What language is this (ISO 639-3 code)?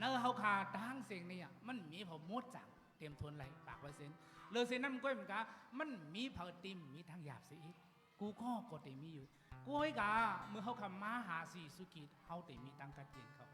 shn